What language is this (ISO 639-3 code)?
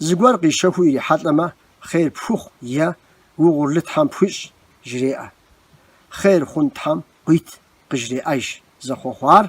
kbd